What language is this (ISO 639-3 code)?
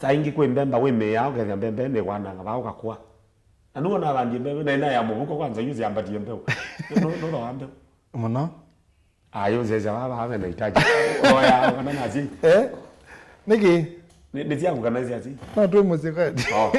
kam